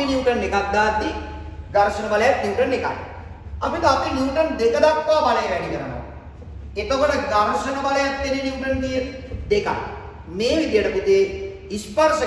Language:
Sinhala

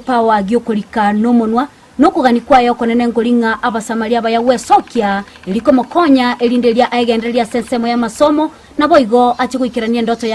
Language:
Gusii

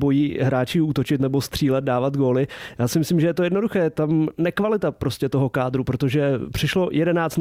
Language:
Czech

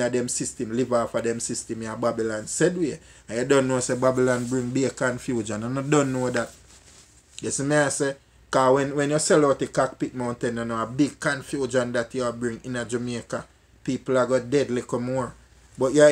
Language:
Jamaican Creole English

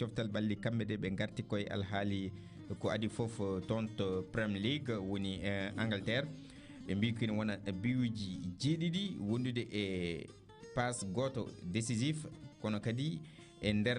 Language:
Fula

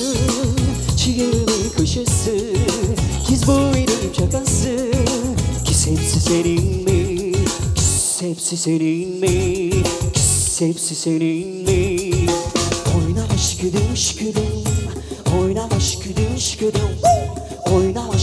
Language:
Crimean Tatar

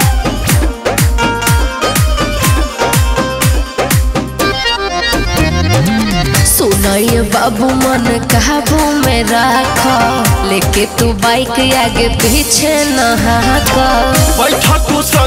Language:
Bhojpuri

